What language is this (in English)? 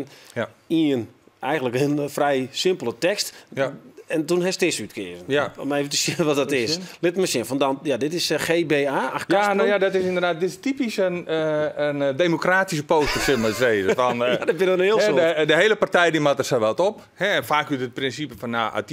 Western Frisian